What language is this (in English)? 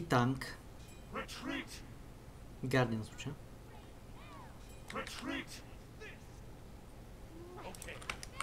Bulgarian